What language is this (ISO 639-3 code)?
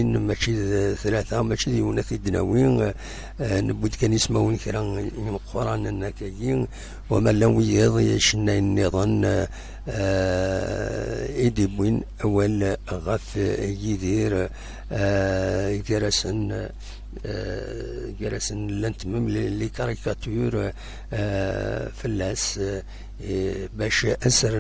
kab